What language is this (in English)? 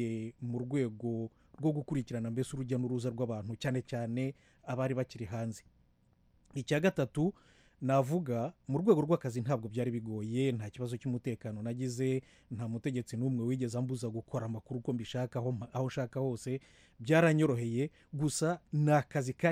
Kinyarwanda